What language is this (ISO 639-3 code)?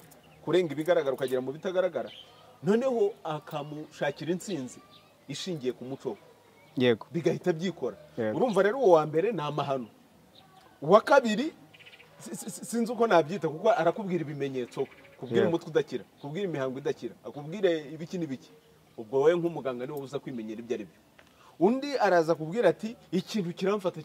kin